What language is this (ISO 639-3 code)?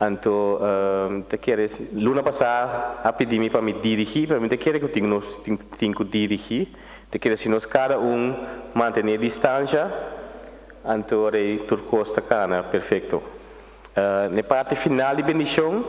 pap